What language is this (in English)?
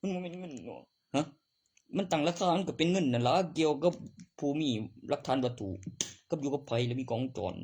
Northeastern Thai